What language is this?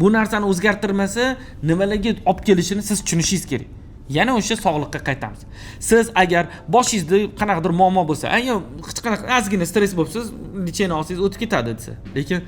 Uzbek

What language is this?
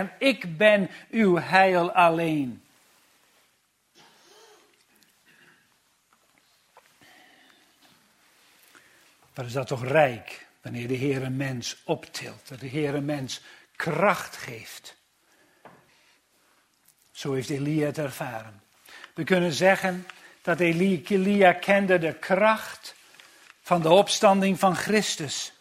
Dutch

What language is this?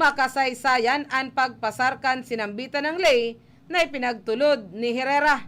Bikol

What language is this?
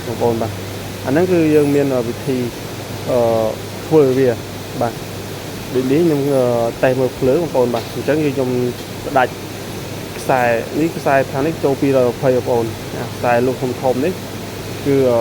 Khmer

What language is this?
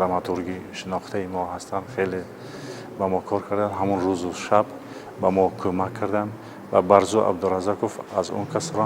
Tajik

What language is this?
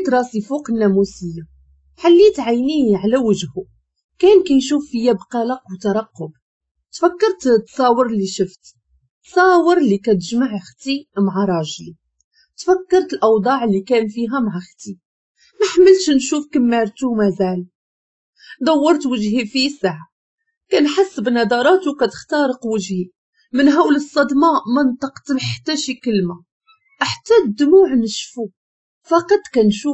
Moroccan Arabic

